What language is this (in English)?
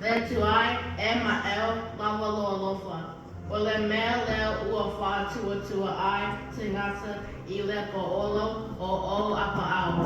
Samoan